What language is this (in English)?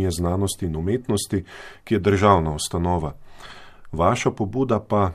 Slovenian